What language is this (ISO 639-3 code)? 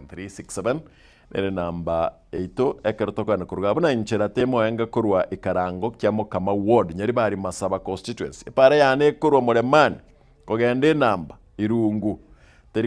guz